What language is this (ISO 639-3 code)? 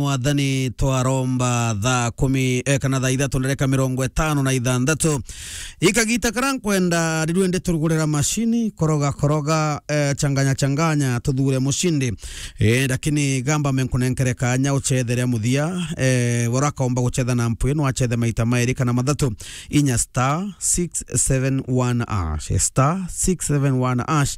mer